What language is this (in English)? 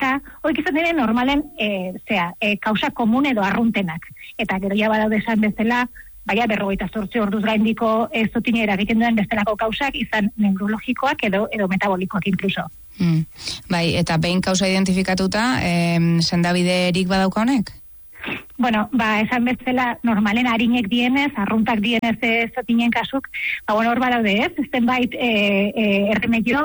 Basque